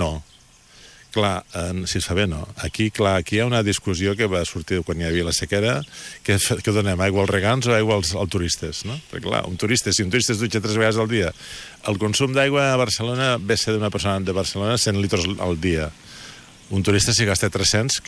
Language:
Catalan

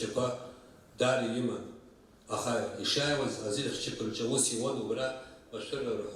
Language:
Abkhazian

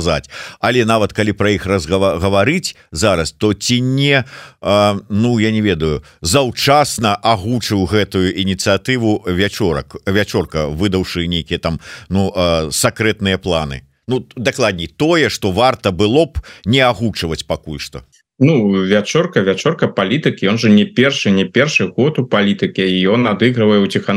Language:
Belarusian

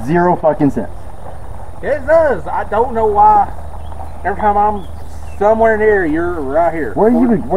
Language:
English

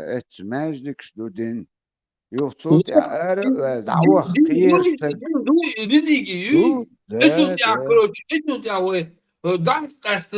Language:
Chechen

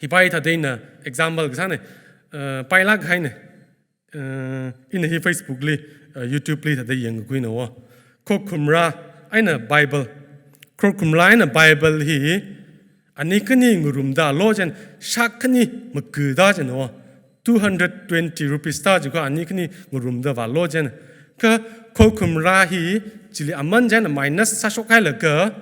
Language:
Tangkhul Naga (India)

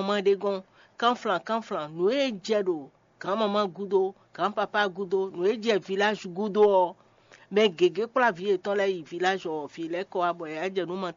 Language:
Fon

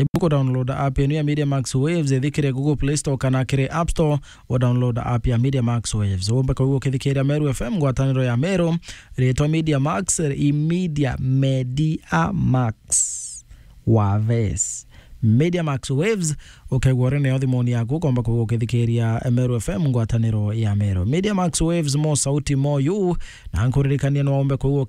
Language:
Meru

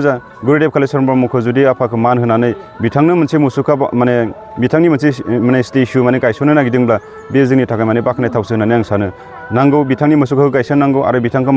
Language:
Bodo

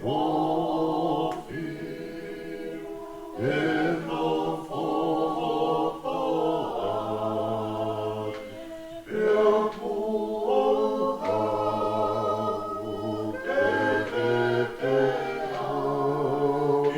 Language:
Tongan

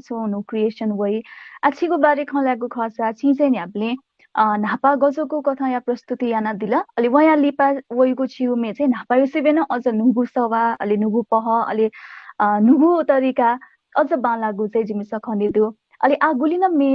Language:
Newari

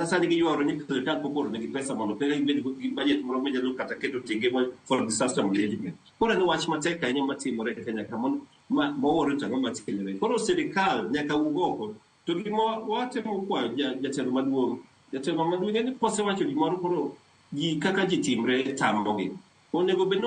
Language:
Luo (Kenya and Tanzania)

